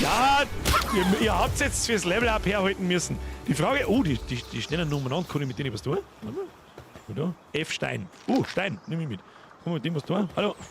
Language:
Bavarian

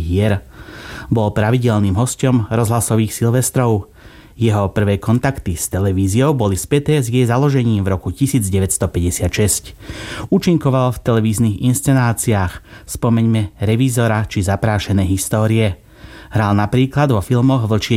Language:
Slovak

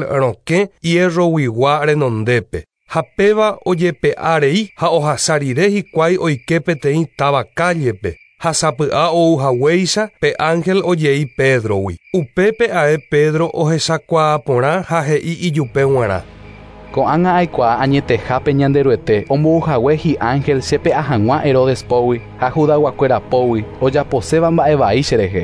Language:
Guarani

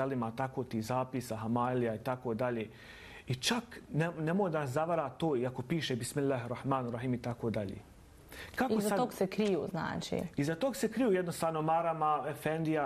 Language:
Bosnian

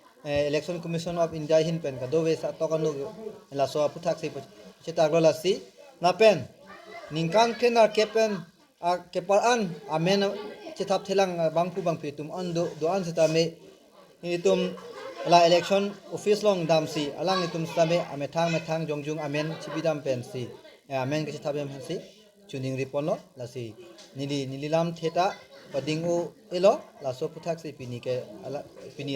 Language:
Karbi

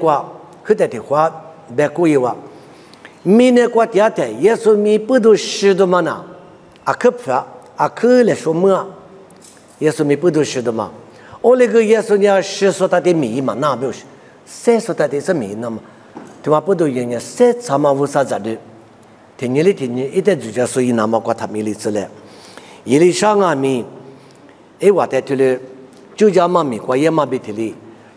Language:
Lisu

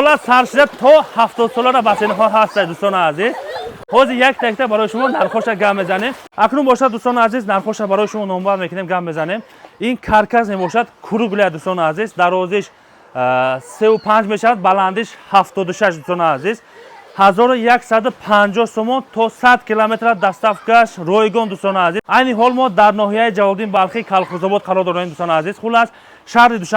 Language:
Tajik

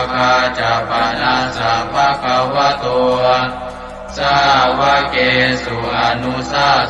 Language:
Pali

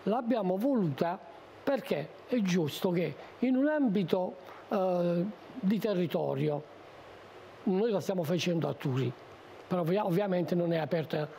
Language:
Italian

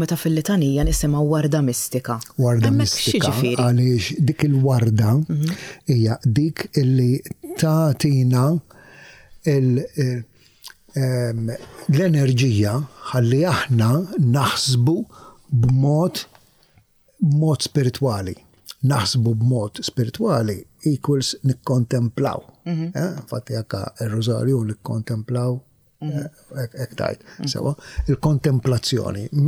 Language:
Maltese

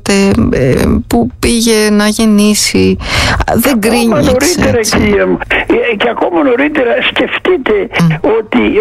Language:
Greek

